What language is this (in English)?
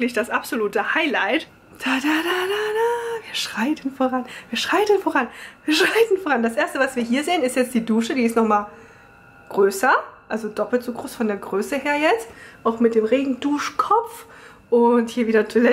German